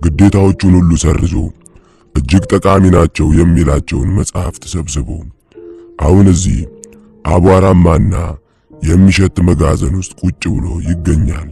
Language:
Amharic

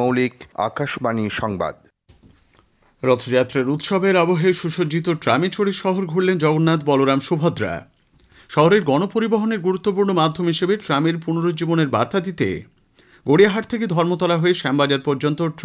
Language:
Bangla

